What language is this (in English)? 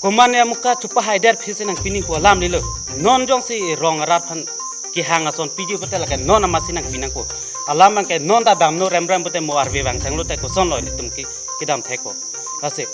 Karbi